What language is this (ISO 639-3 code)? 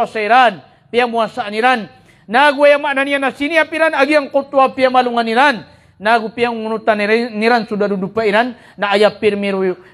mrw